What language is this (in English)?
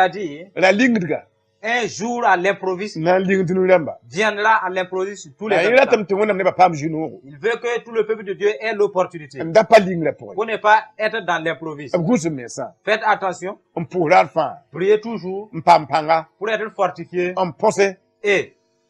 Mossi